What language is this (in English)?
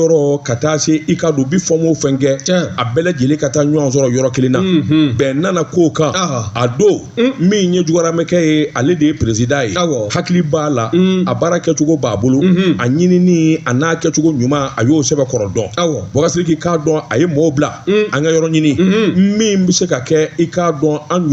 Bambara